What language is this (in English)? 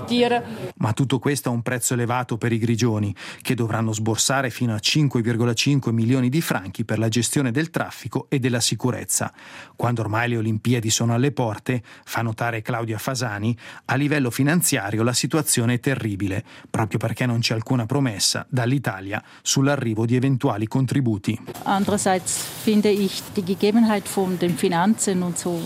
Italian